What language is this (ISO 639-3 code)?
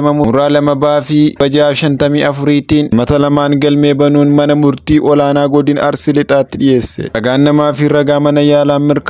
orm